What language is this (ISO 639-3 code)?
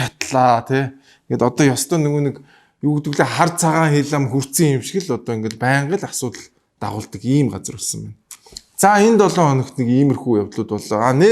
mon